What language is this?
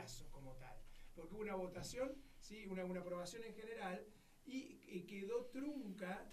Spanish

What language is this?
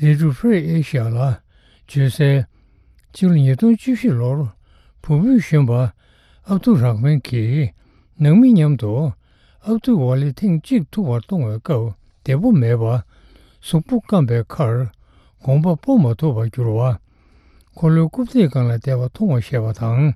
Tibetan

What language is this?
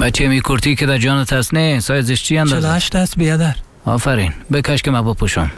Persian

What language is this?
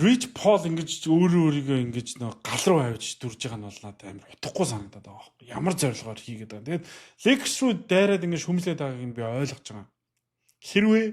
Mongolian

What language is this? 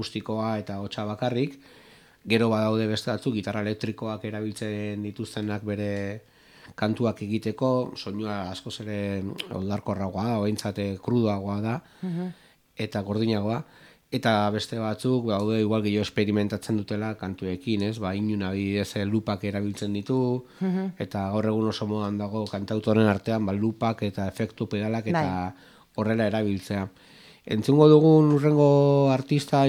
Basque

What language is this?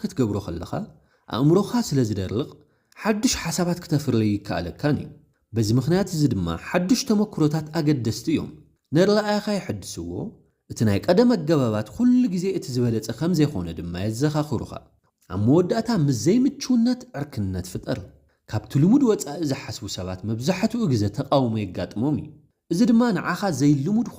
Tigrinya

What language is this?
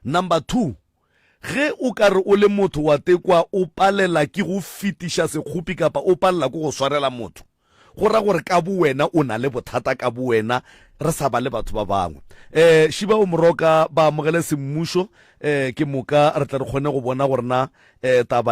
Northern Sotho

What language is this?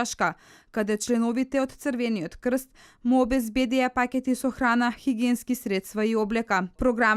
Macedonian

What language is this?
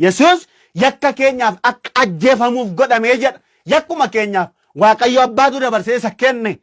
Oromo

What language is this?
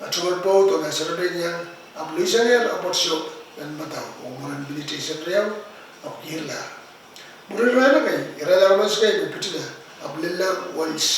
Pohnpeian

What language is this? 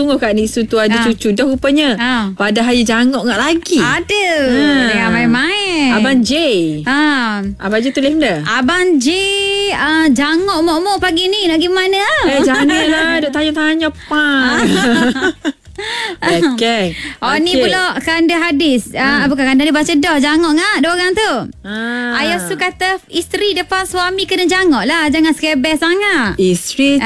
Malay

